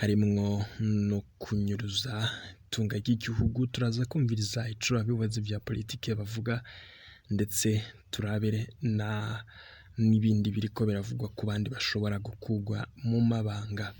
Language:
Rundi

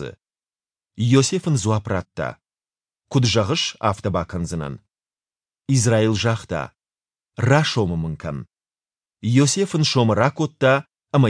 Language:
Ossetic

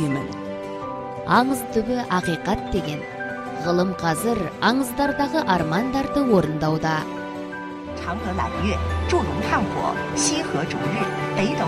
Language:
Kazakh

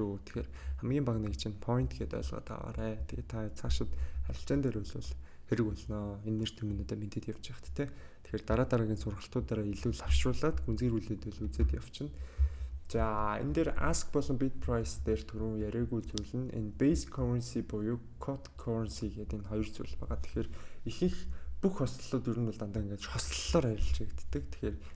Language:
Mongolian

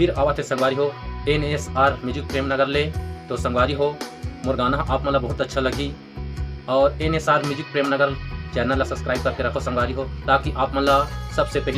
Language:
Chhattisgarhi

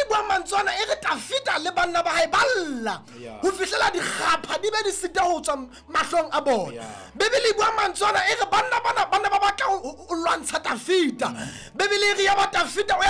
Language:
Southern Sotho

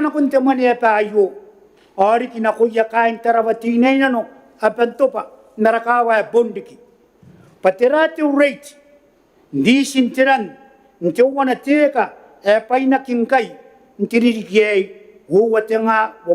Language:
Gilbertese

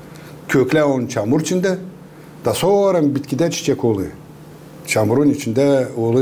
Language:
Gagauz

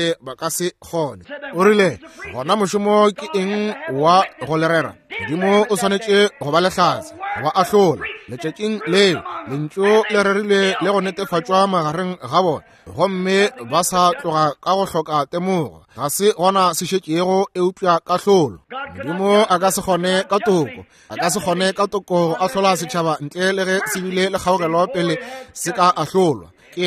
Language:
Northern Sotho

